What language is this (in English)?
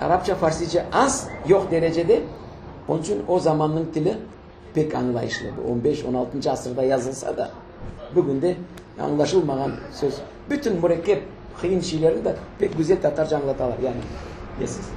Crimean Tatar